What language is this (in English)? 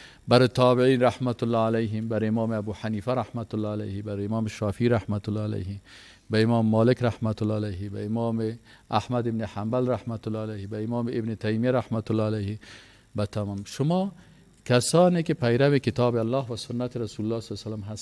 Persian